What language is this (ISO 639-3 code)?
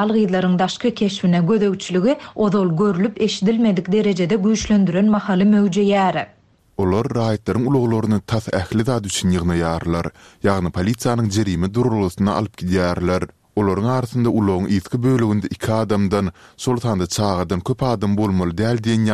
tuk